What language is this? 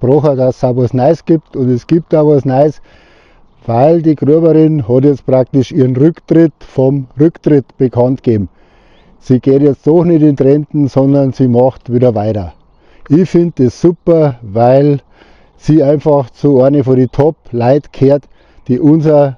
Bavarian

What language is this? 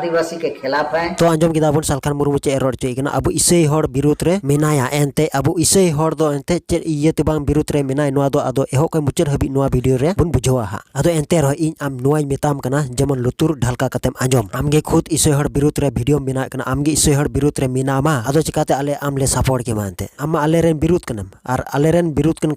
Santali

